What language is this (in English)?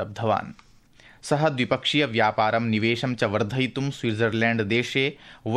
Sanskrit